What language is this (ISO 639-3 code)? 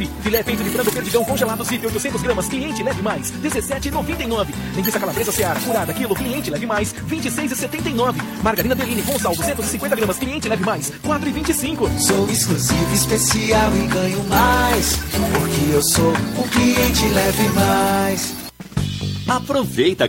por